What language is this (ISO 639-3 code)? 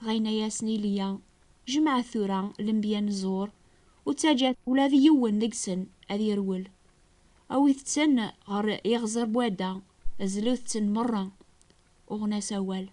kab